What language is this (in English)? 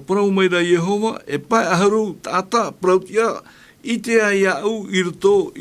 Tahitian